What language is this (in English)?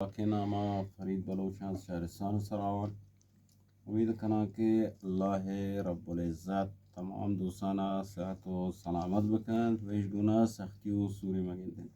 Eastern Balochi